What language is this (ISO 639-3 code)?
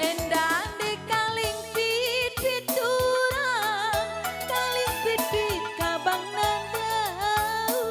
btx